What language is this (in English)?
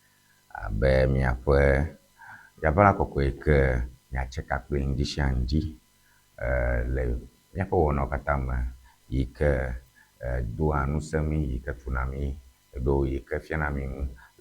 Ewe